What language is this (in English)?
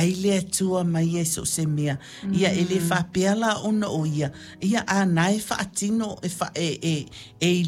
Samoan